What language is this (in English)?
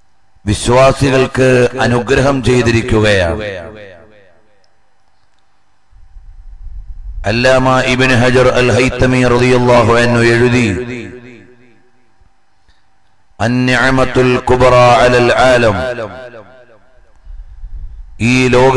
Malayalam